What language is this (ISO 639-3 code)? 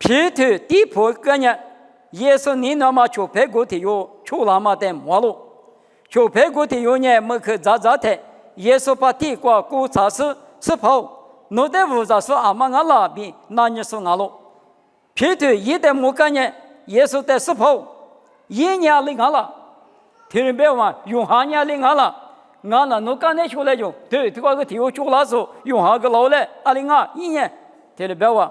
lis